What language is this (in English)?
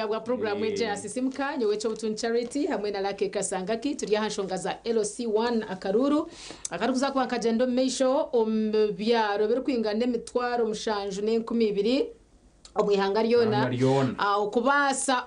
Nyankole